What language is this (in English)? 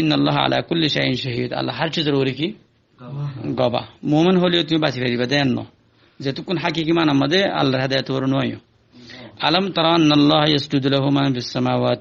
Rohingya